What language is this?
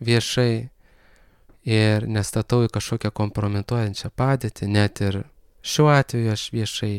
Lithuanian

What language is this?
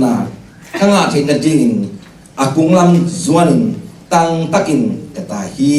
Tedim Chin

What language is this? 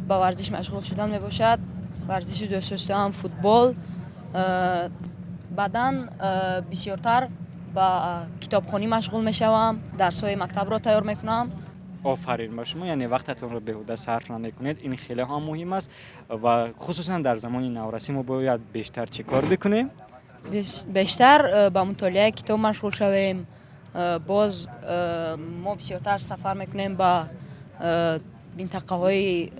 Tajik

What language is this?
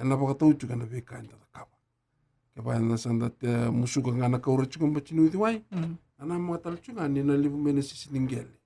Fijian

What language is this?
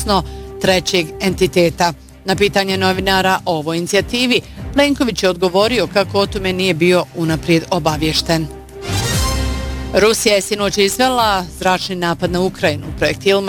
Bosnian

